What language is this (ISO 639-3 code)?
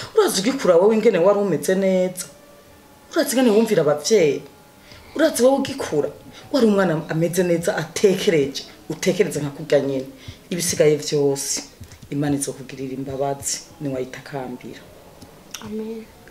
run